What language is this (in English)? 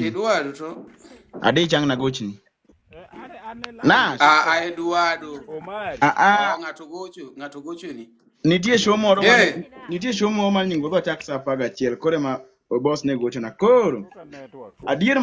Luo (Kenya and Tanzania)